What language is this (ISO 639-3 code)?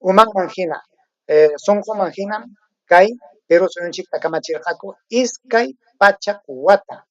quy